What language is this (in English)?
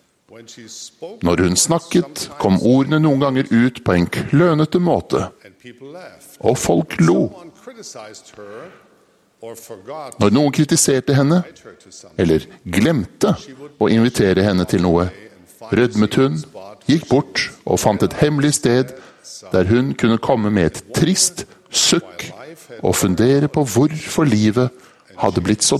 Norwegian